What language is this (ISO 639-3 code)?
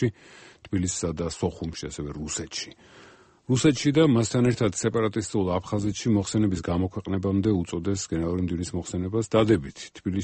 kat